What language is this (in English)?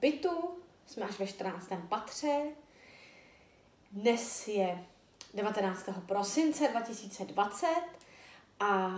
Czech